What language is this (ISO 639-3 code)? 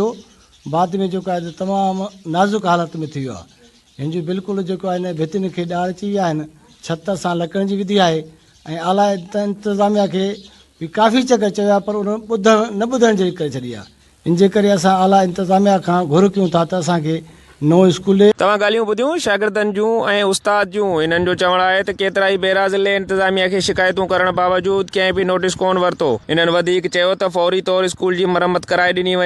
snd